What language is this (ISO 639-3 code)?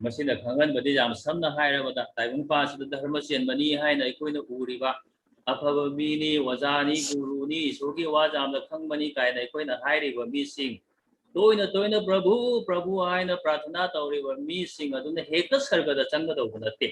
mni